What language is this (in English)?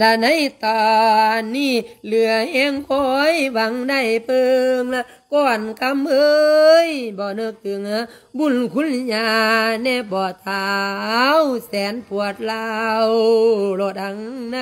Lao